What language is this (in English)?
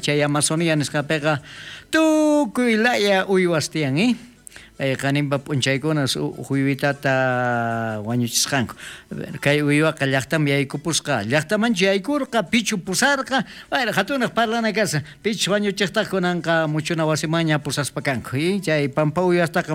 South Bolivian Quechua